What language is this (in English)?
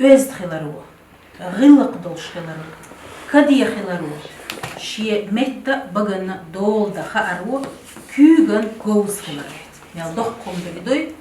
Chechen